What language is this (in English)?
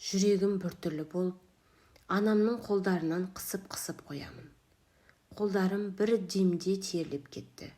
Kazakh